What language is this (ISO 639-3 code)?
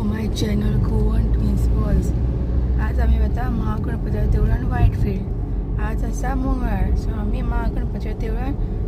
kok